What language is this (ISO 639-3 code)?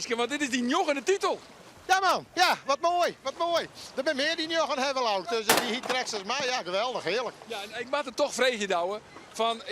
fry